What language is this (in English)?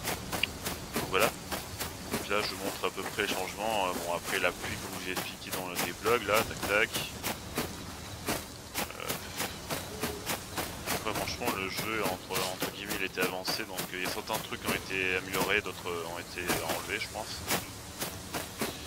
French